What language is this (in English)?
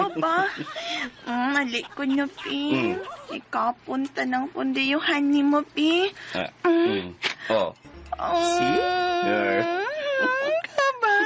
Cebuano